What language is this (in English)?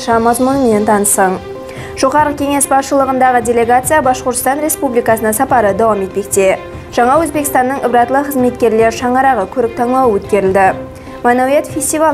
Kara-Kalpak